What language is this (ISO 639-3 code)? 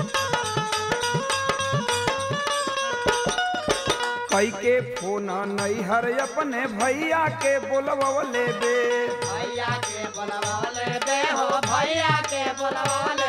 bho